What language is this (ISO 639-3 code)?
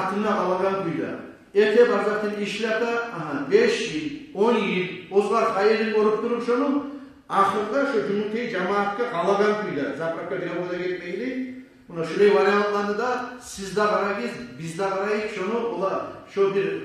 kum